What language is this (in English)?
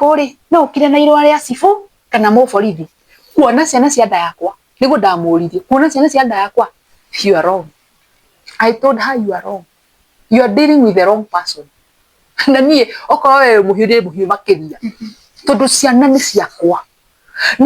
Kikuyu